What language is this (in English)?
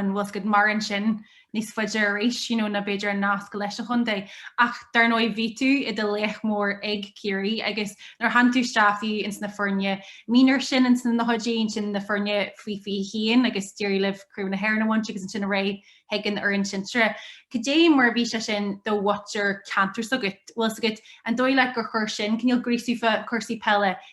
Irish